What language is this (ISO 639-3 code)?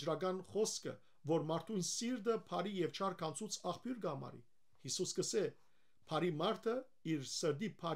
hyw